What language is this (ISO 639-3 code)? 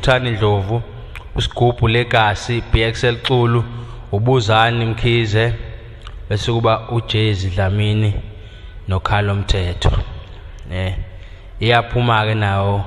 zul